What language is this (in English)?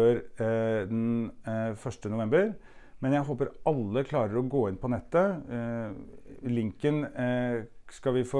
Norwegian